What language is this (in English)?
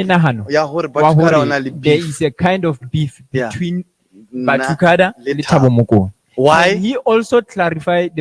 Southern Sotho